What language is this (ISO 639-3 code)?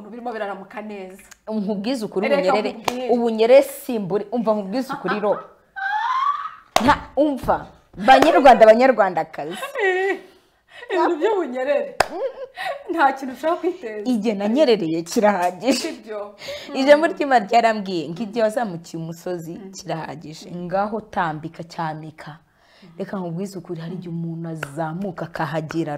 kin